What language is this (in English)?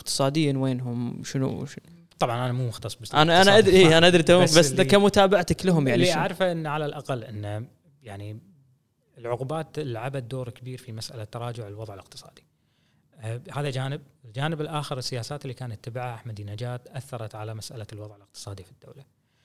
Gulf Arabic